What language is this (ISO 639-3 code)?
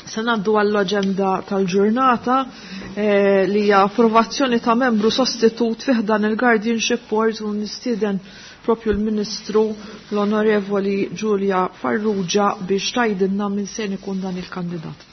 mlt